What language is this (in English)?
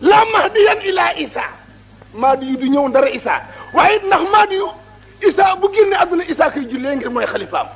Wolof